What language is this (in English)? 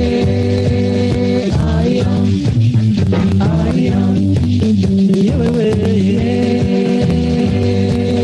Kinyarwanda